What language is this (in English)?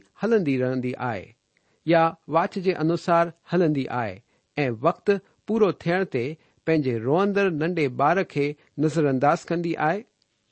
Sindhi